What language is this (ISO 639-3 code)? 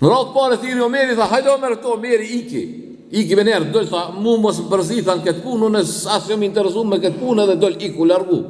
sqi